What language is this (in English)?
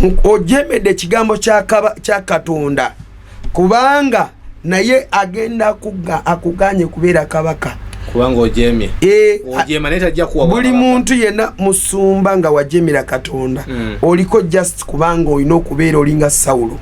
Ganda